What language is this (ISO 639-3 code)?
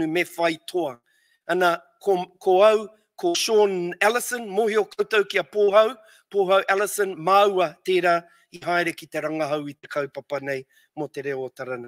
mri